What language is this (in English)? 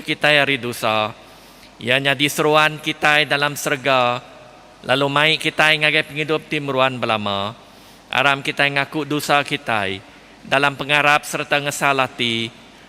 Iban